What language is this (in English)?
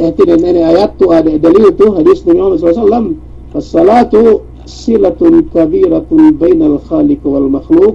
Yakan